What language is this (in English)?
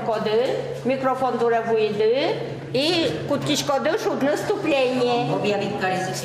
Udmurt